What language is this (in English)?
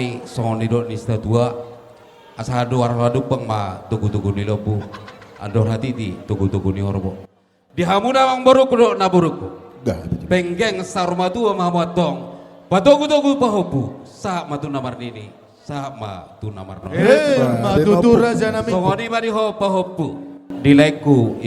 Batak Toba